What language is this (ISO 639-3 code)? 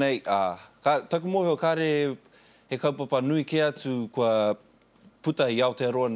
mri